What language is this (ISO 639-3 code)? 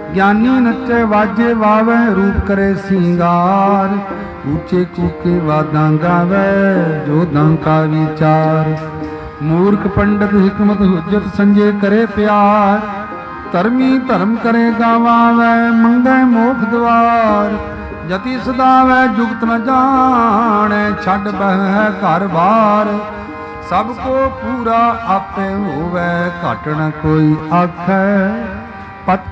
pan